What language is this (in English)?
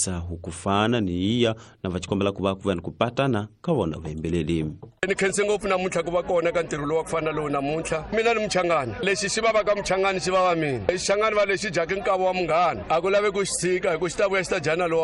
Tsonga